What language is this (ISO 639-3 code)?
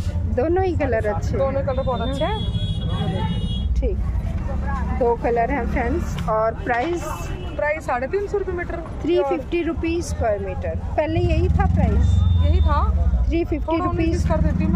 hin